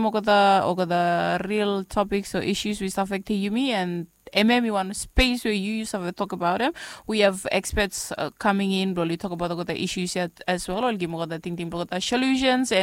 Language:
Bislama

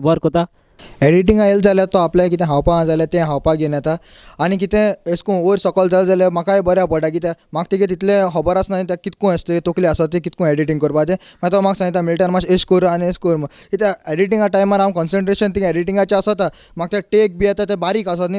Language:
Konkani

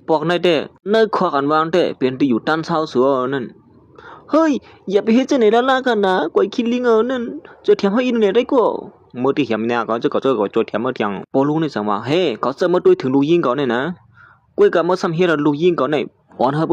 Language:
Shan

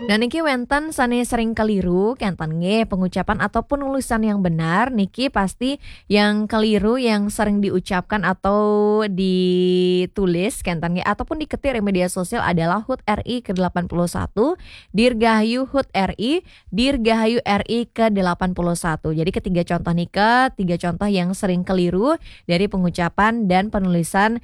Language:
Balinese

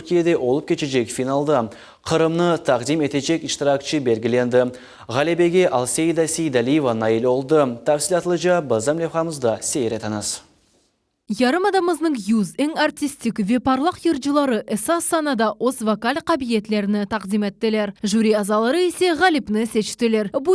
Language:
Crimean Tatar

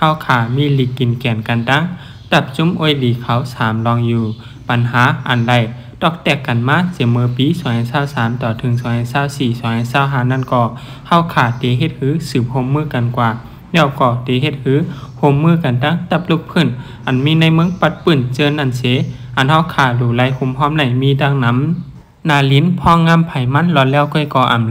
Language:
Shan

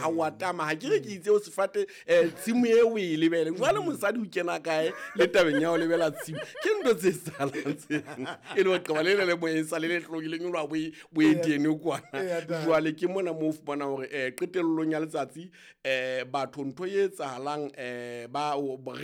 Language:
Southern Sotho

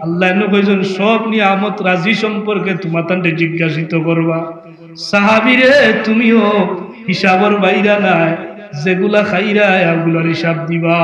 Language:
Sylheti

